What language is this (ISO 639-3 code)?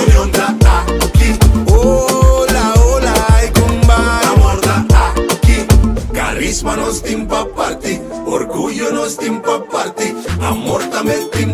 pap